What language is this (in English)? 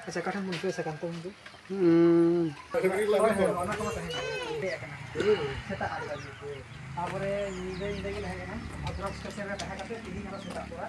Santali